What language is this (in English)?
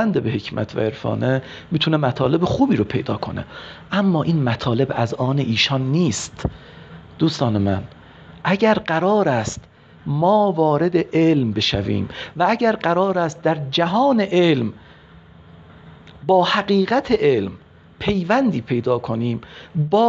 Persian